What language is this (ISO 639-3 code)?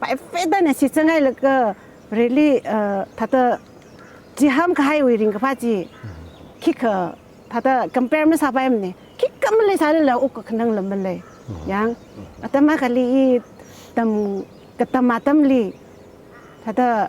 nmf